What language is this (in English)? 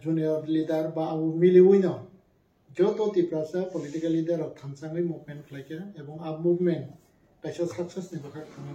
Kok Borok